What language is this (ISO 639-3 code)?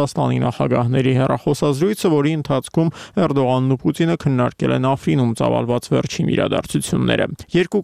hye